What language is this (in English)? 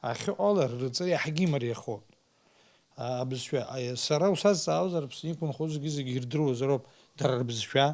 Abkhazian